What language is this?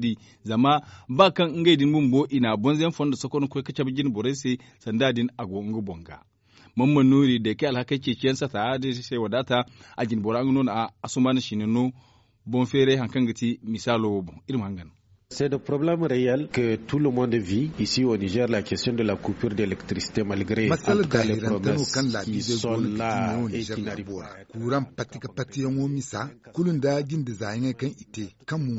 Zarma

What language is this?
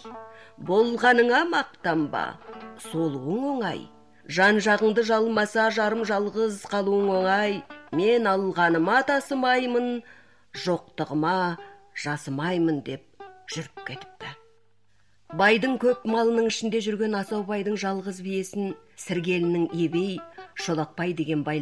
Kazakh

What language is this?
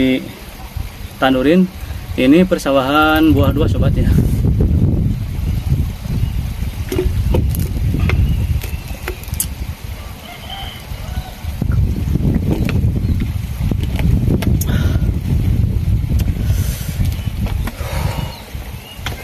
Indonesian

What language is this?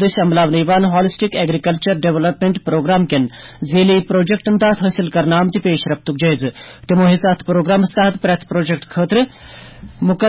Kashmiri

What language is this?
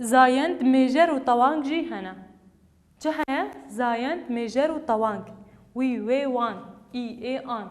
Kurdish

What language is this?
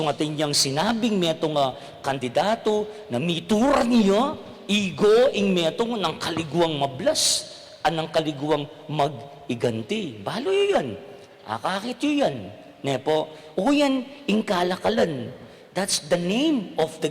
Pampanga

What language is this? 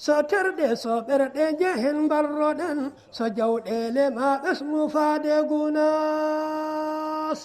Fula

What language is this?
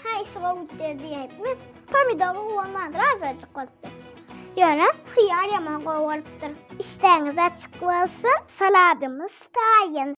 Turkmen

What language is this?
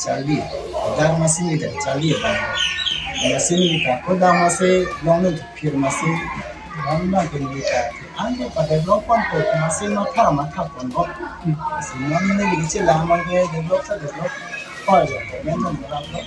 Karbi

